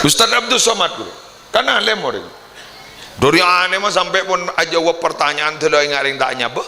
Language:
Madurese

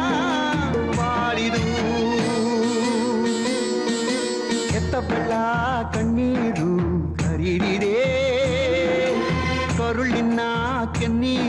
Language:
Kannada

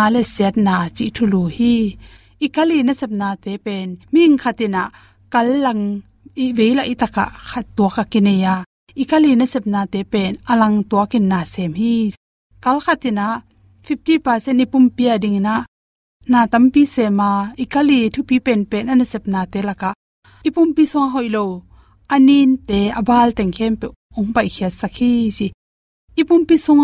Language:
Tedim Chin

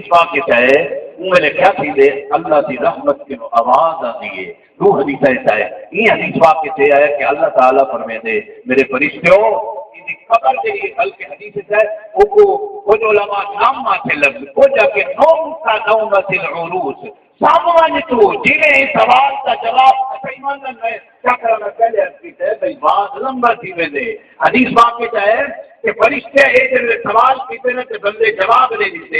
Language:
Saraiki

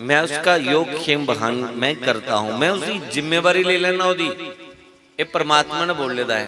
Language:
Dogri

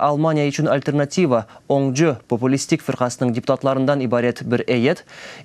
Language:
Crimean Tatar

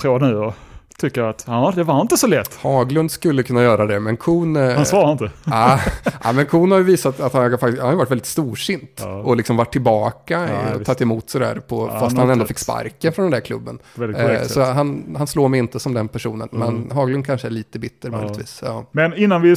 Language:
Swedish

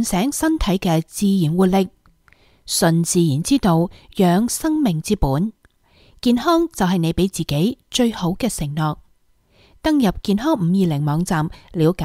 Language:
Cantonese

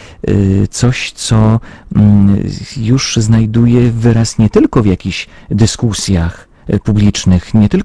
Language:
Polish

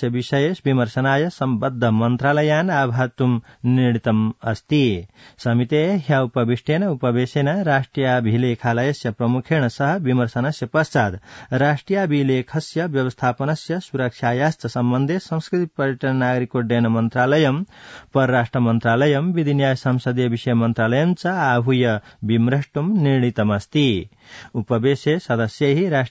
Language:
Sanskrit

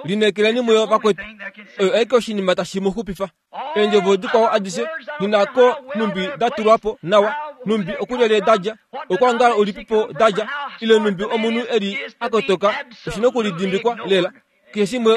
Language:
Kuanyama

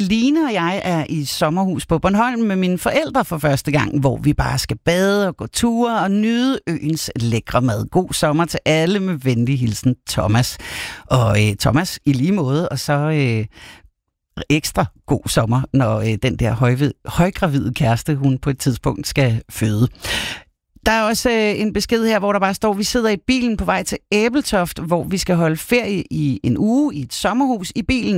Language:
Danish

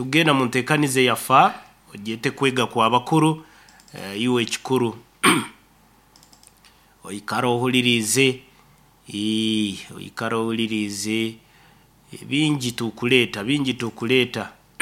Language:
Nyoro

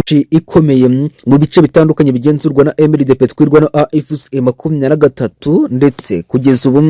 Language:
Kinyarwanda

